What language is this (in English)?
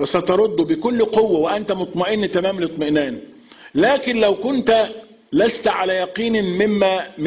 Arabic